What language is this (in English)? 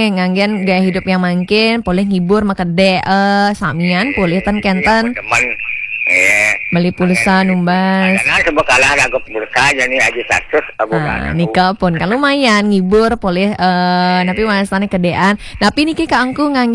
Balinese